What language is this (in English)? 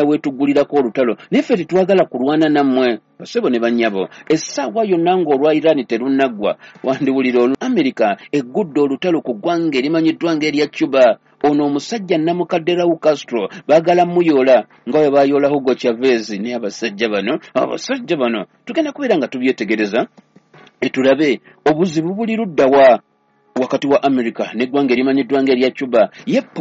Ganda